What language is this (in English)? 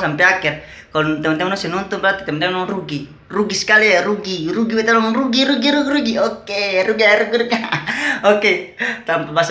Ambonese Malay